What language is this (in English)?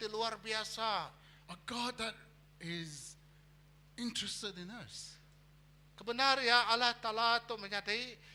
Iban